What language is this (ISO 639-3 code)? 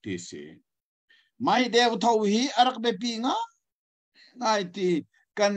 cnh